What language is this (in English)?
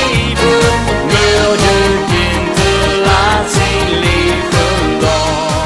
Limburgish